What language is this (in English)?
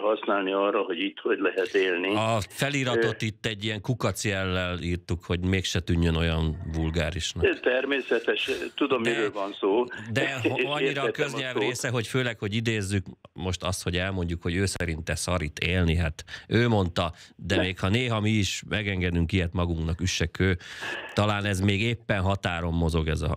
Hungarian